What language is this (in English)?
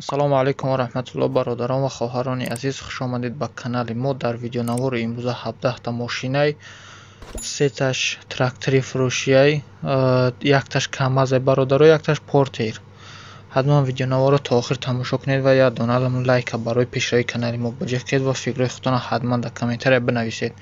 Tajik